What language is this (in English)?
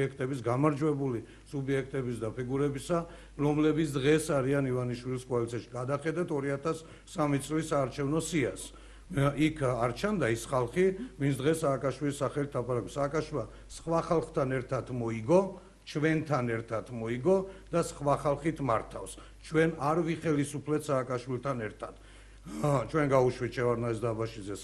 Georgian